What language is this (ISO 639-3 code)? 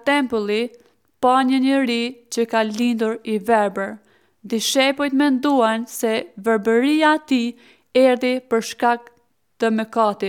sqi